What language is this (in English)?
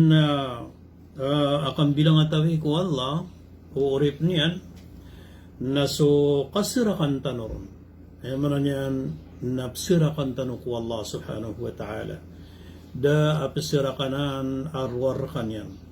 Maranao